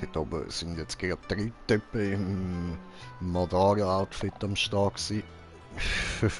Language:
Swiss German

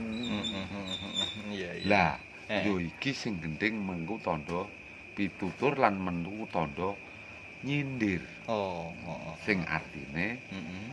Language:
Javanese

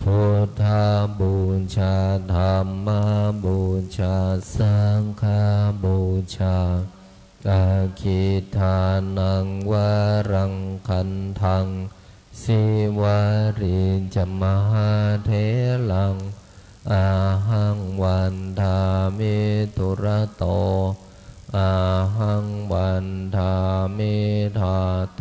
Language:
Pali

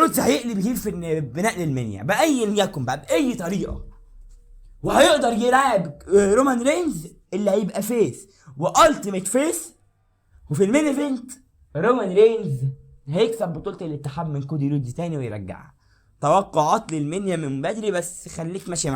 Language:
Egyptian Arabic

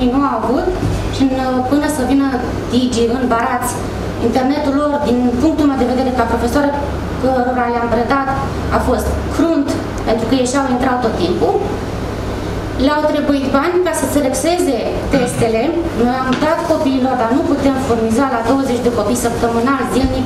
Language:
Romanian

